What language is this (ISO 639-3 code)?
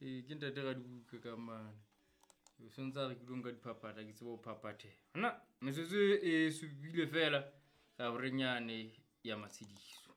sot